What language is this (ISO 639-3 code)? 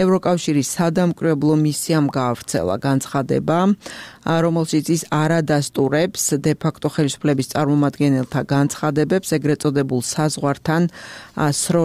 kat